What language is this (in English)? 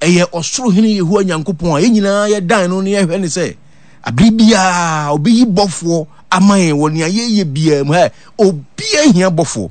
Akan